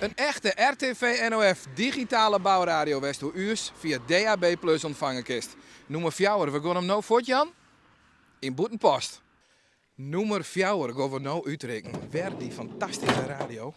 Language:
Western Frisian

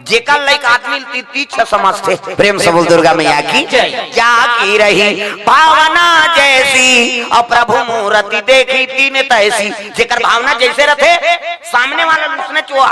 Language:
Chhattisgarhi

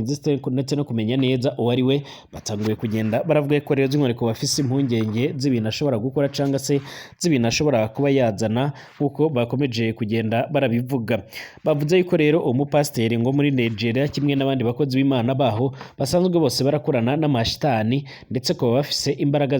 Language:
Rundi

